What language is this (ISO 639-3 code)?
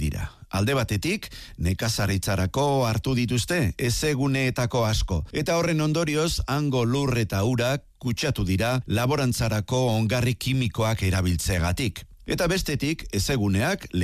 eus